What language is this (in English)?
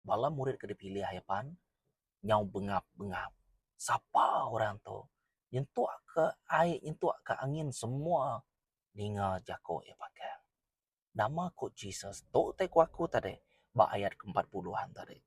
Iban